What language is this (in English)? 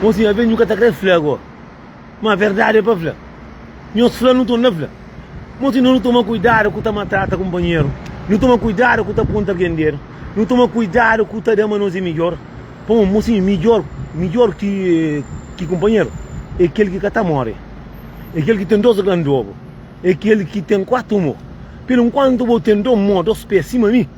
Kabuverdianu